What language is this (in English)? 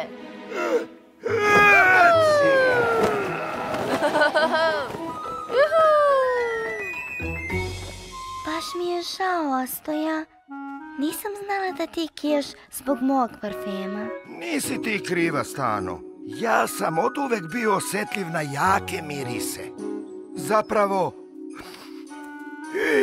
Serbian